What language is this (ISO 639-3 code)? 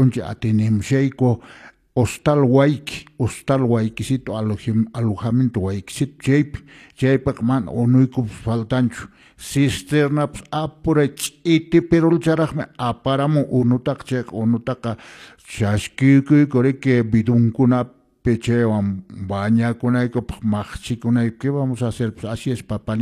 que